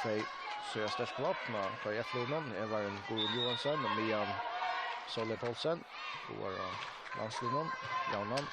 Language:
Faroese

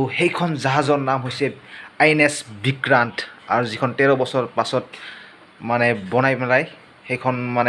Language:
Assamese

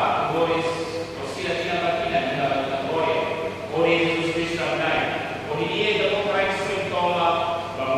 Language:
Tetum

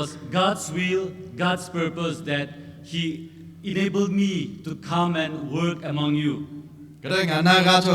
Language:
Lahu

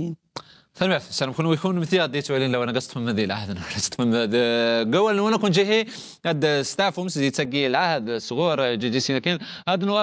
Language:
Kabyle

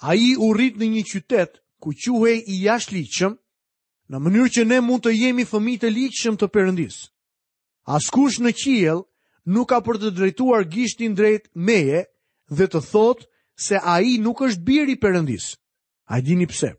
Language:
Albanian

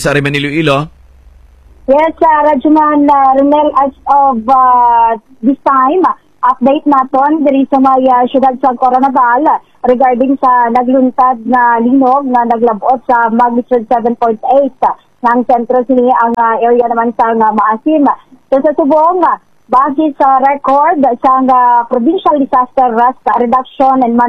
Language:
Hiligaynon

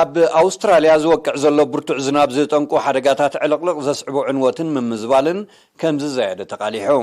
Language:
Tigrinya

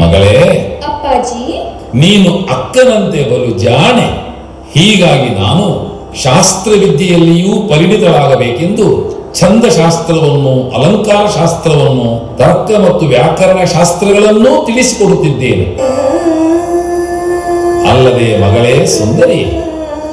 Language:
Kannada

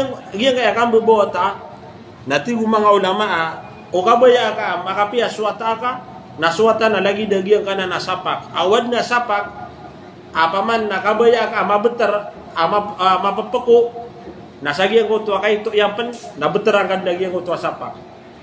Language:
Maranao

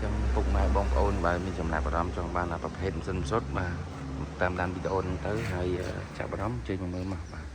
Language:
Khmer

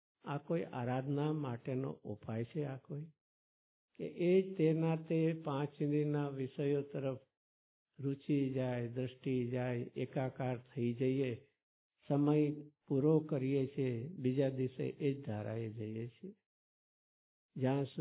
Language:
Gujarati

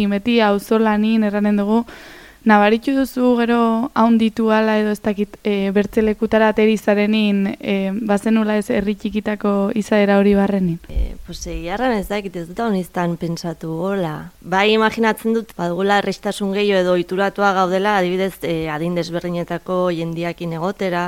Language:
Basque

